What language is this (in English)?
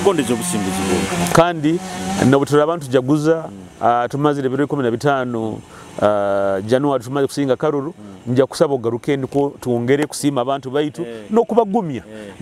Nyoro